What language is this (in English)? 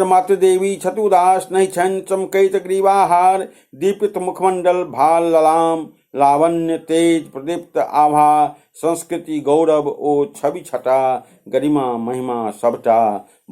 Maithili